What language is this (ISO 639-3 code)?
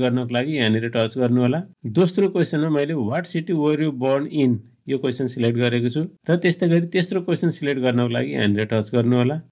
nep